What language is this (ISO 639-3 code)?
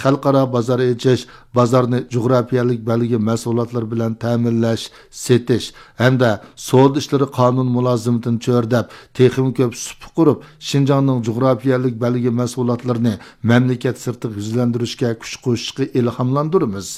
uig